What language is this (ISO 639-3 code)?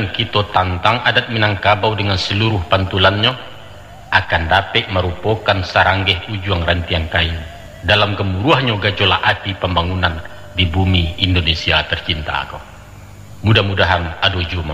min